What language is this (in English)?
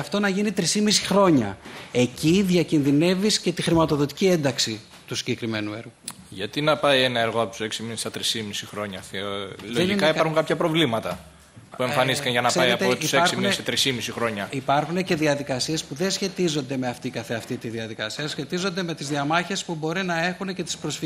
Greek